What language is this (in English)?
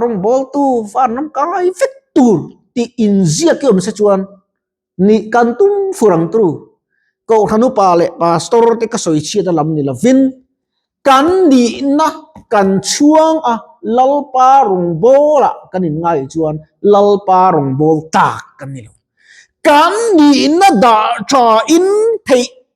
Mizo